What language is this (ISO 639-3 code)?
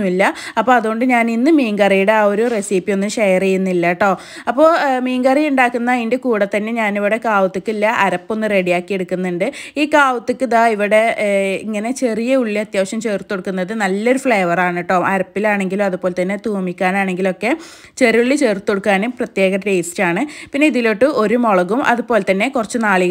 mal